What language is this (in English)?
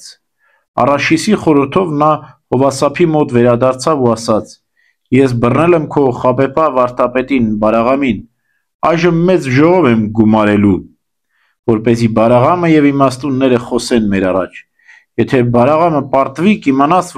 Armenian